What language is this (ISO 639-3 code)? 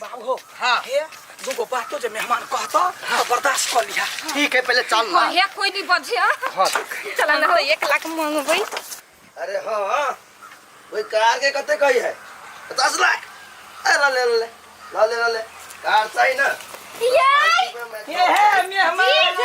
mai